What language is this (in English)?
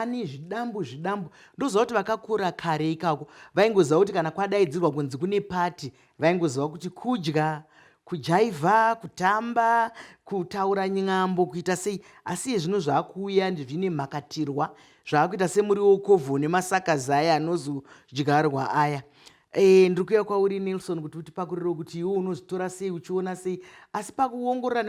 Shona